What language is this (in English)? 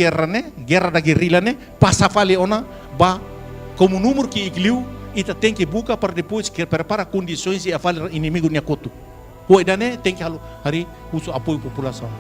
Tetum